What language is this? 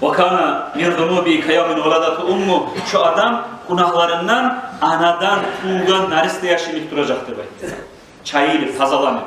Kumyk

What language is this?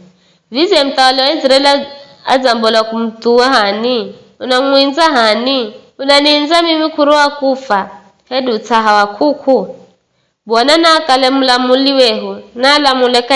Giryama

